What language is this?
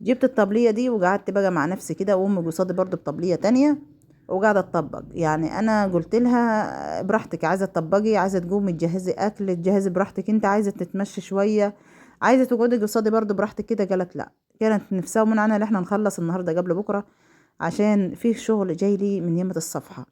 Egyptian Arabic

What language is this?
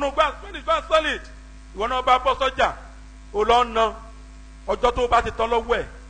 Yoruba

